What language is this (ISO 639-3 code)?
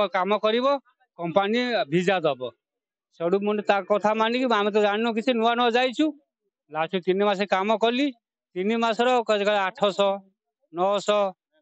ori